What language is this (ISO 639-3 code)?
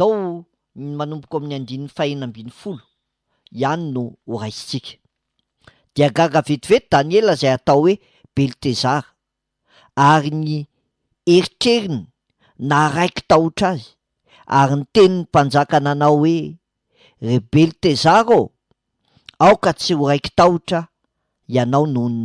mlg